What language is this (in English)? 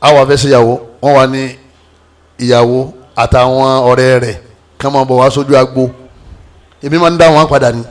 Yoruba